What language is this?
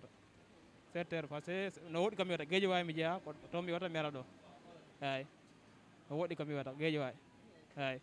Fula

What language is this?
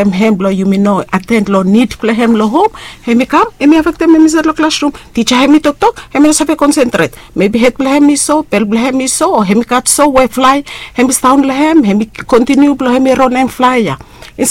Bislama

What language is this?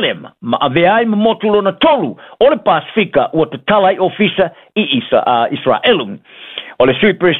Samoan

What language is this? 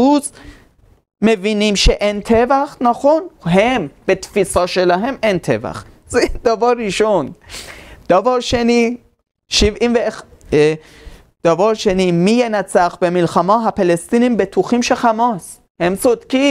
Hebrew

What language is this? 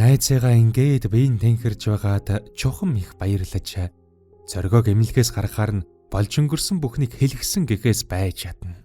Mongolian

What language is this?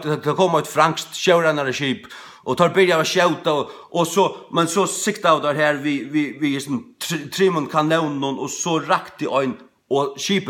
Faroese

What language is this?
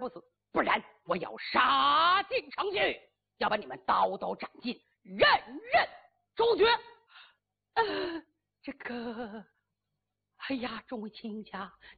Chinese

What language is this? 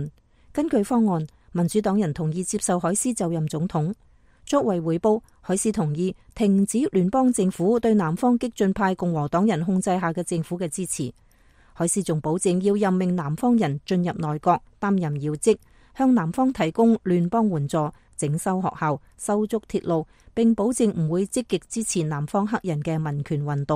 Cantonese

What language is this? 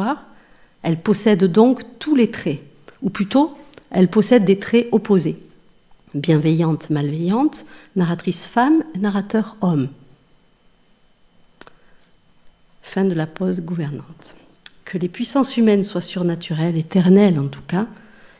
French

